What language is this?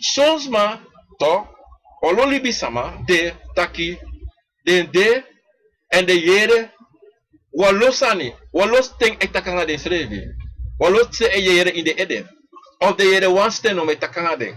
Sranan Tongo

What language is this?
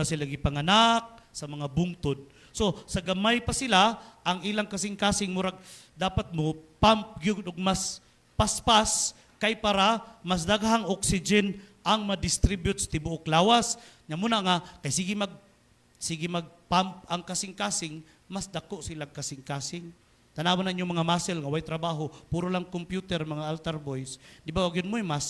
Cebuano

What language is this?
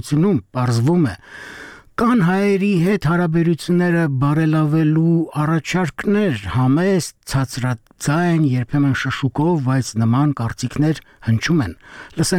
Armenian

